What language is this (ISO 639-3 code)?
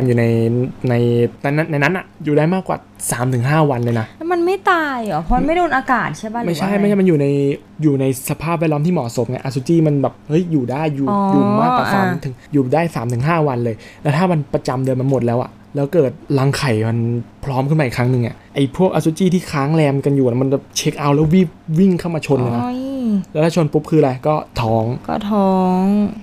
tha